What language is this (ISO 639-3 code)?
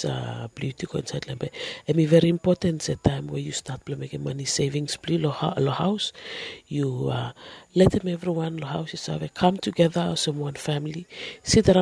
bis